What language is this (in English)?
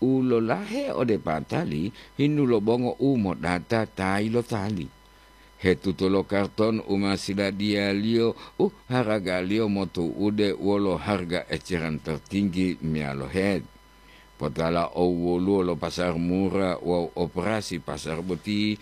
Gorontalo